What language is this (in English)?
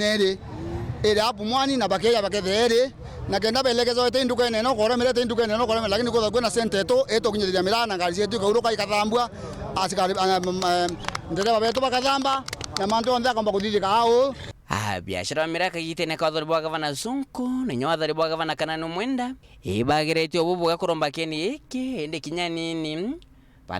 Meru